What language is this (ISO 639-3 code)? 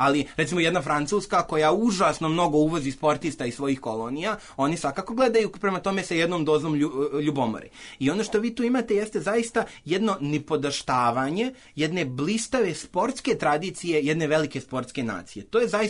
srp